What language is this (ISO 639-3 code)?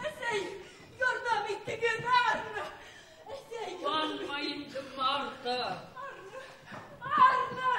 bak